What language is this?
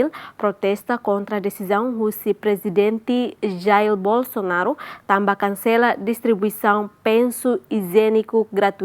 Tetum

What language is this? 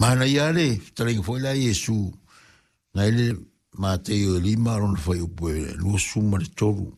Samoan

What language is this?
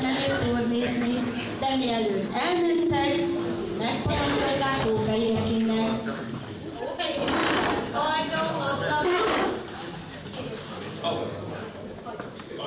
Hungarian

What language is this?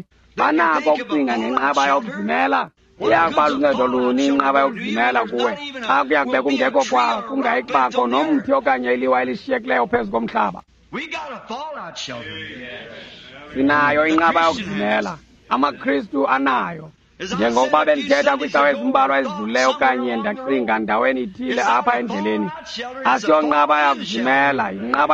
Xhosa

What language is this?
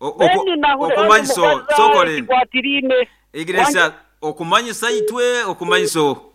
Nyoro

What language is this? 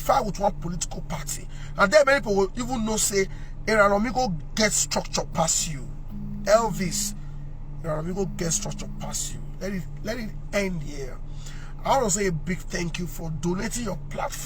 Nigerian Pidgin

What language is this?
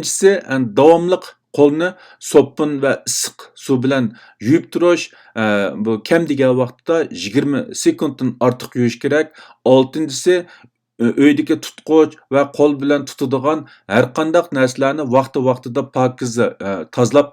Uyghur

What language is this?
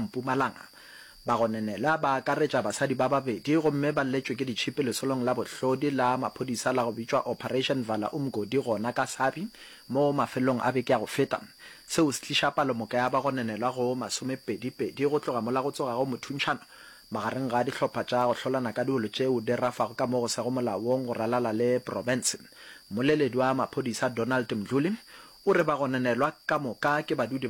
Northern Sotho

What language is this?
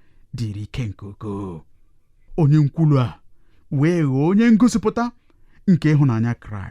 Igbo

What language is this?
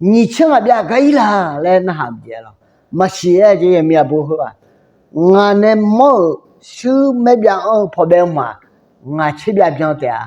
Akha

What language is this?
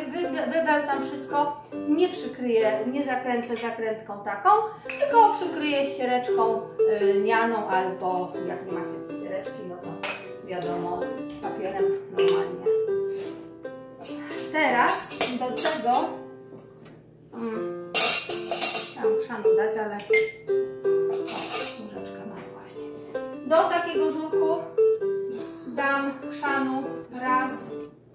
Polish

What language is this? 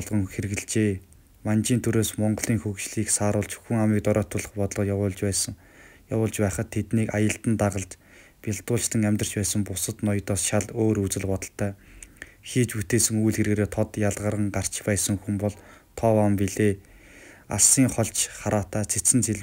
Mongolian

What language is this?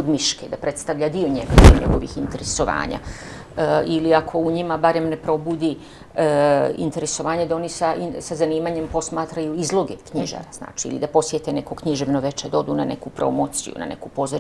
Bosnian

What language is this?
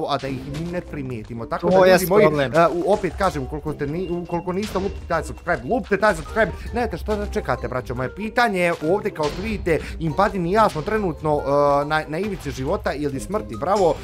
Bosnian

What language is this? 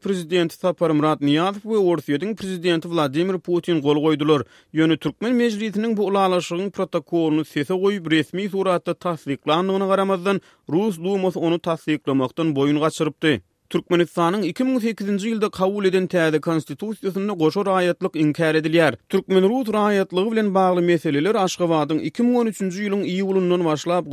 Turkmen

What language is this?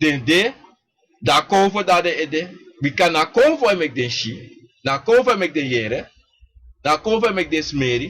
Sranan Tongo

